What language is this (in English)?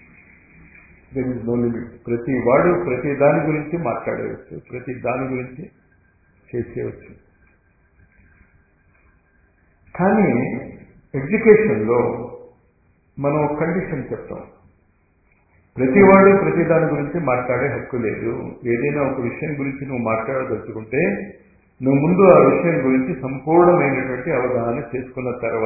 Telugu